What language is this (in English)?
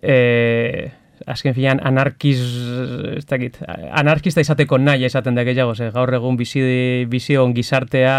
Basque